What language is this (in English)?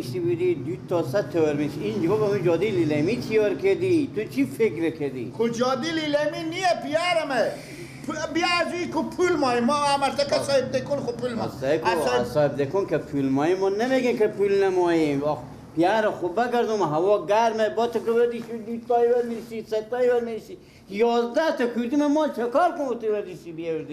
Persian